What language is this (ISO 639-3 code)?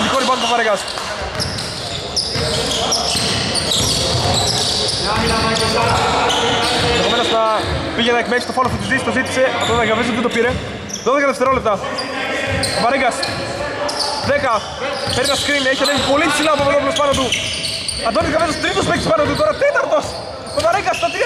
ell